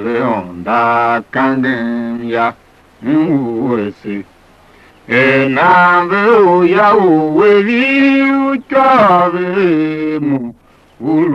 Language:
Tiv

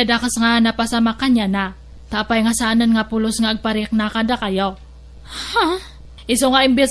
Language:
Iloko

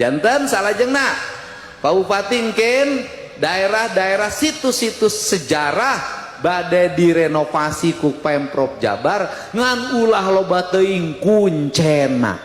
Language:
Sundanese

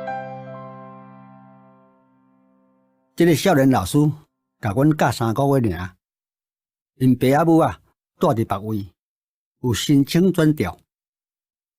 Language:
Min Nan Chinese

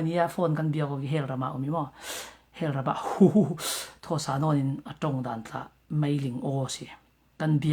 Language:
Falam Chin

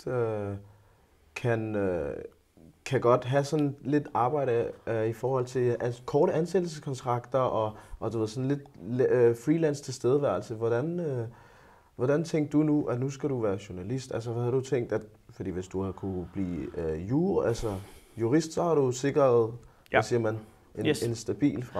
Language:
Danish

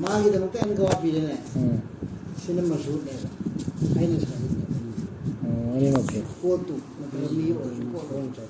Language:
Manipuri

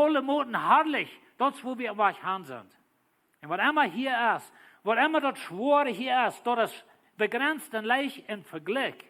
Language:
Plautdietsch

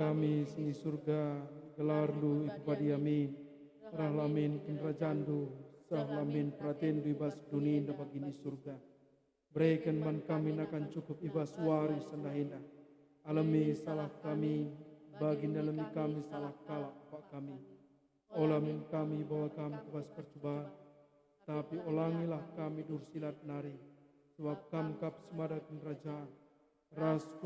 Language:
Batak Karo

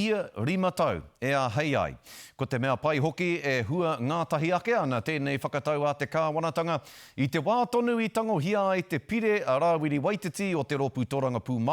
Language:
Māori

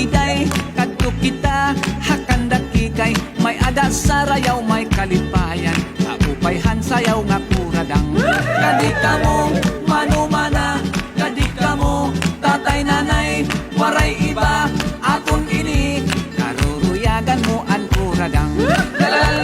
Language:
Waray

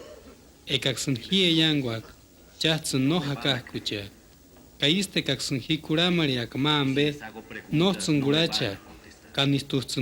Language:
Purepecha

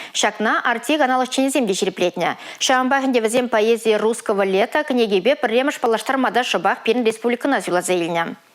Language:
Chuvash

